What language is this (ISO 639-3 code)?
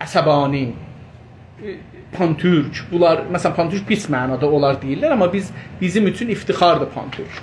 azb